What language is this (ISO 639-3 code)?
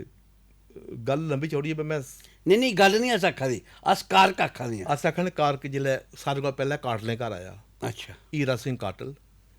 doi